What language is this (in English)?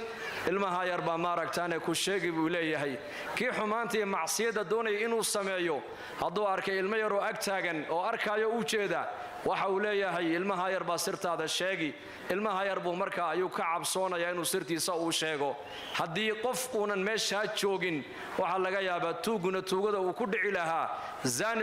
Somali